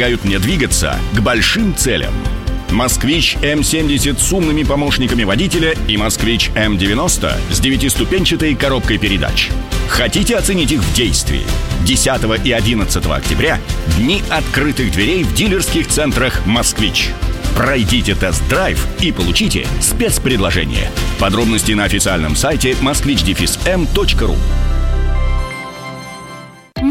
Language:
Russian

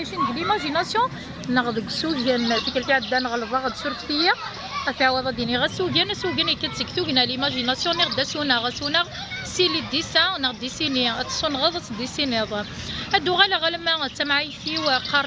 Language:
Kabyle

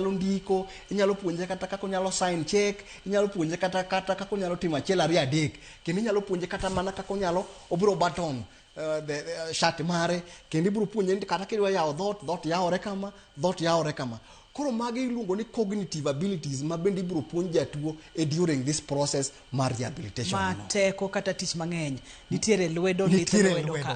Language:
Luo (Kenya and Tanzania)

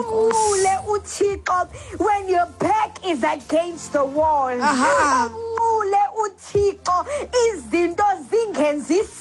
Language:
Xhosa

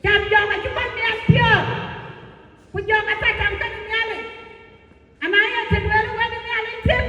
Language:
Dinka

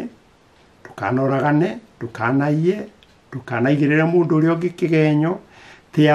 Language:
Kikuyu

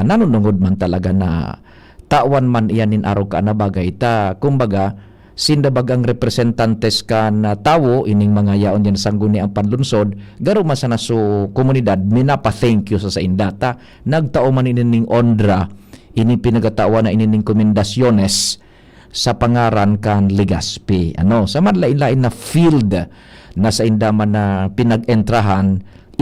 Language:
Bikol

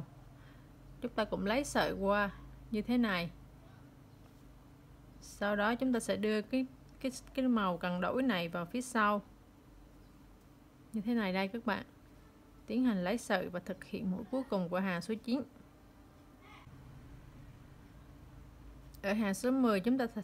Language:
Vietnamese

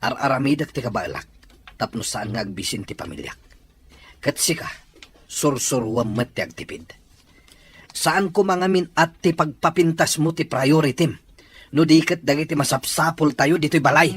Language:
Iloko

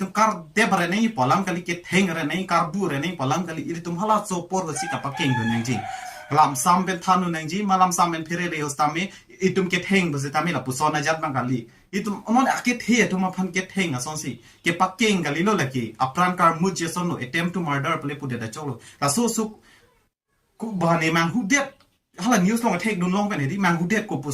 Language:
Karbi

